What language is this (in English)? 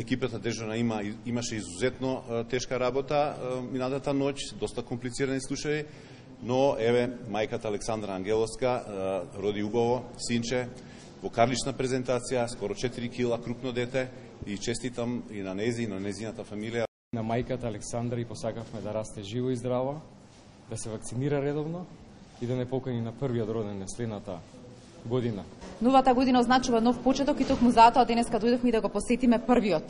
Macedonian